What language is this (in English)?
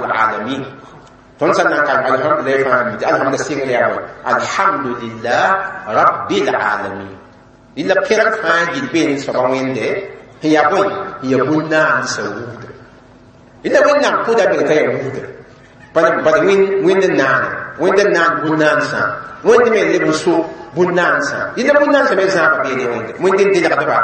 Mossi